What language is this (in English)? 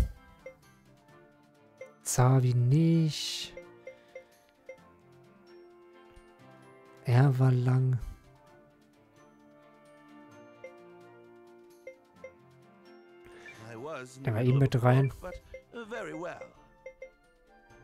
German